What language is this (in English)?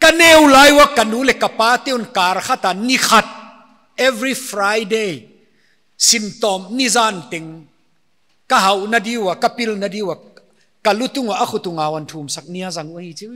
Paite Chin